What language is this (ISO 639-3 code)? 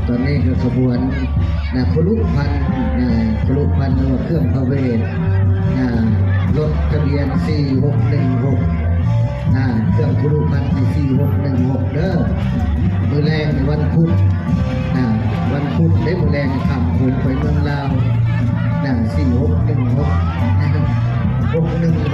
tts